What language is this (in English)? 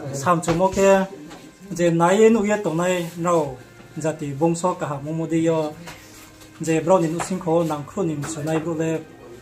Riang (India)